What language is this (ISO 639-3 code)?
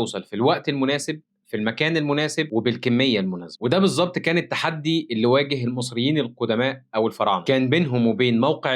arz